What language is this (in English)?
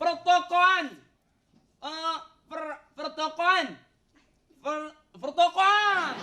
Betawi